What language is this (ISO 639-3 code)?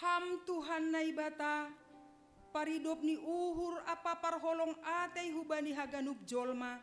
bts